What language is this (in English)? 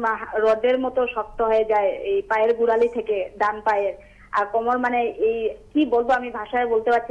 Bangla